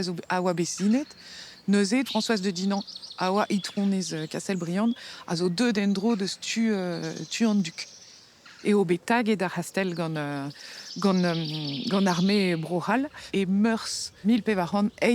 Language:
Breton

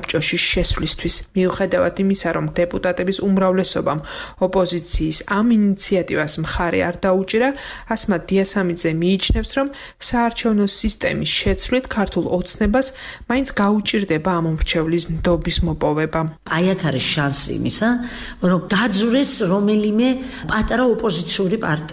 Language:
Georgian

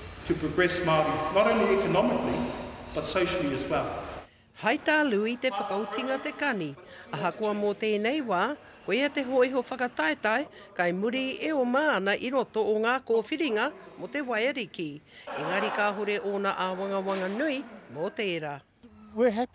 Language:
Māori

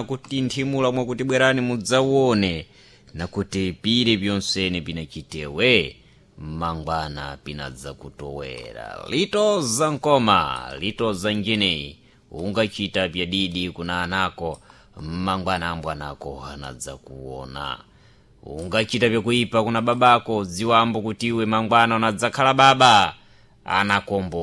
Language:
Sena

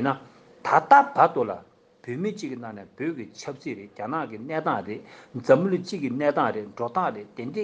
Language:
Tibetan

